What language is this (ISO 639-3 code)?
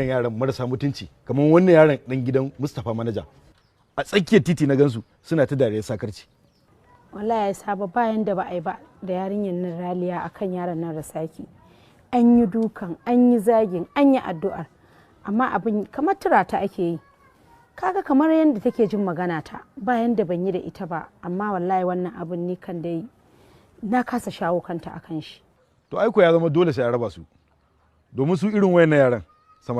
hau